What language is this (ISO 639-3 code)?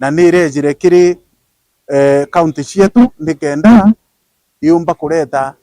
mer